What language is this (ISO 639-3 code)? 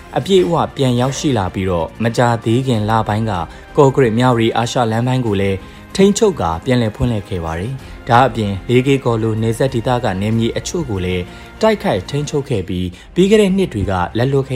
mya